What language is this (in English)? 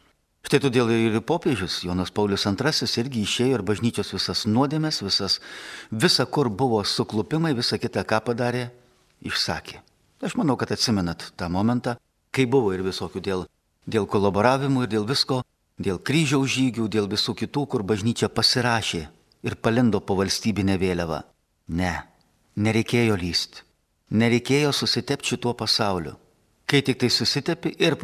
Lithuanian